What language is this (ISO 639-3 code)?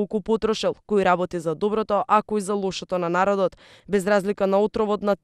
mkd